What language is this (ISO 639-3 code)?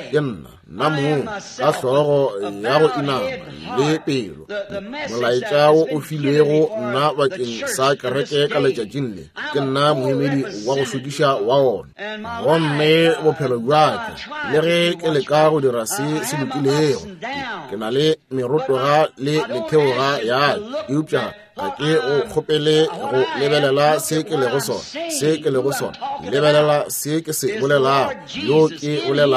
nso